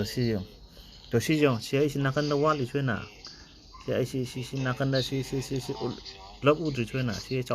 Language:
Manipuri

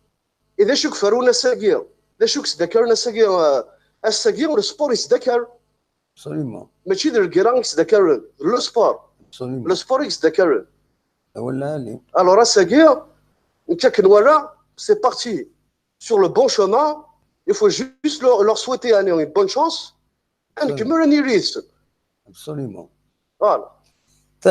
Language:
Kabyle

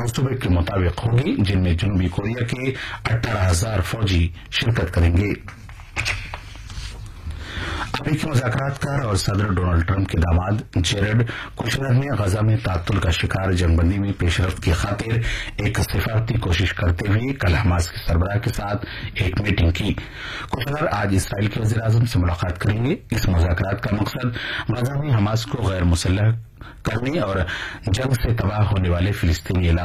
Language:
Urdu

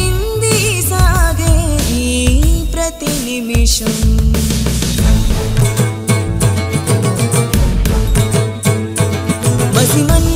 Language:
Telugu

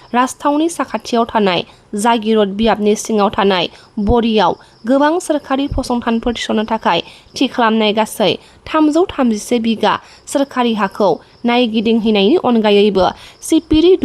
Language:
Bodo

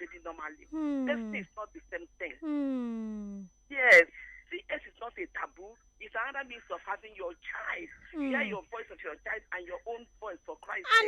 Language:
Nigerian Pidgin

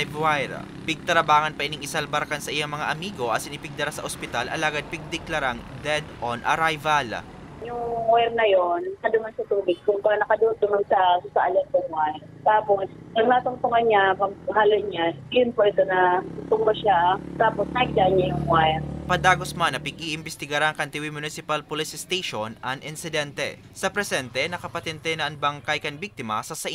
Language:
Bikol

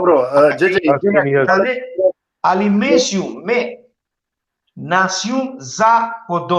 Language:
Balkan Romani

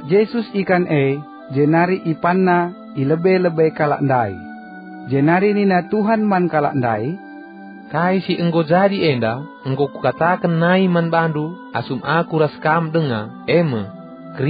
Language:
Batak Karo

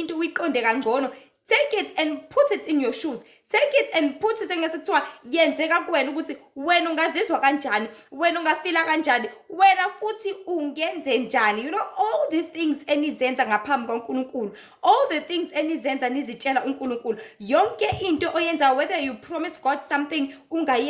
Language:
Zulu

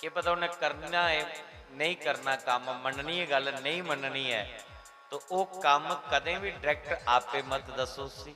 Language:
Dogri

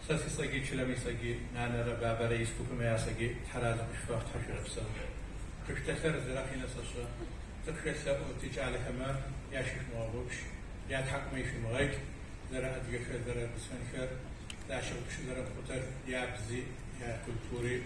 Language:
Adyghe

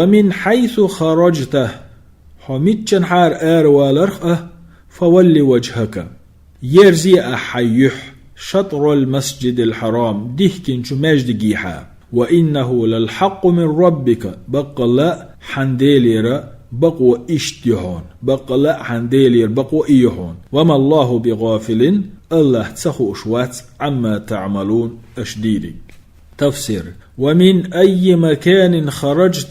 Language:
Chechen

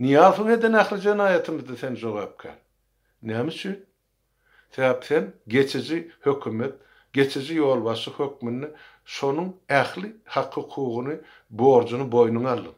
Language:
Turkmen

